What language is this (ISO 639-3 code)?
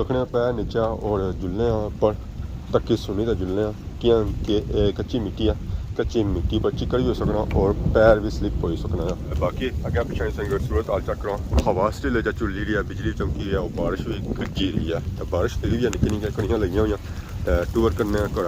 phr